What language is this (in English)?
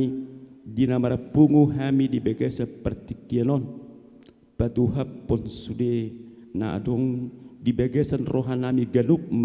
Batak Toba